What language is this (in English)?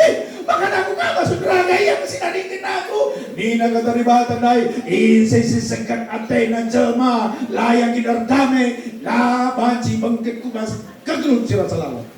Batak Karo